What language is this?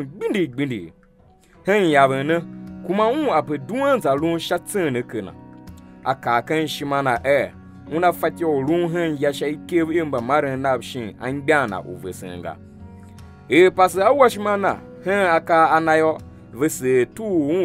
Tiv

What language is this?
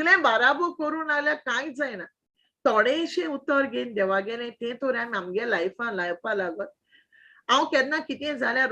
Konkani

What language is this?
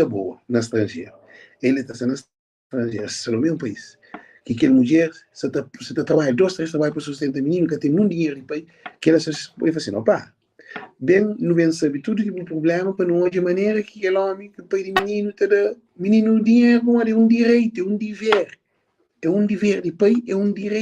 Kabuverdianu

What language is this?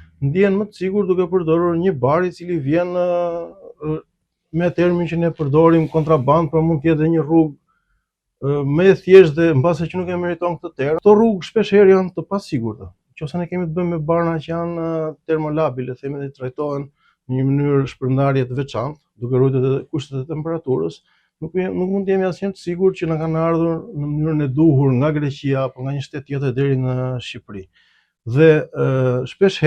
Albanian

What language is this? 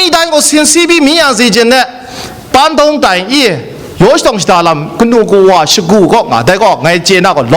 Kachin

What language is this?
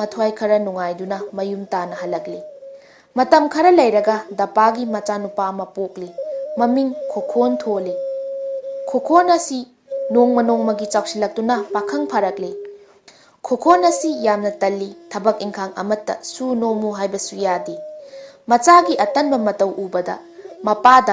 Manipuri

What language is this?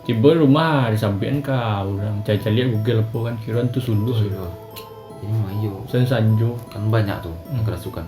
Minangkabau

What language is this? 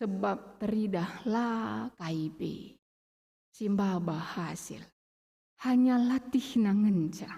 Batak Karo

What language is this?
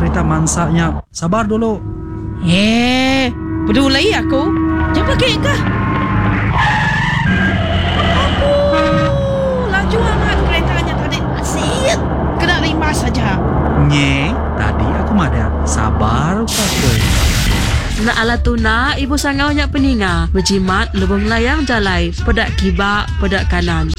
Iban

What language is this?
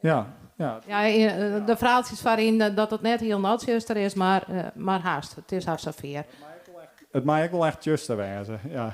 Western Frisian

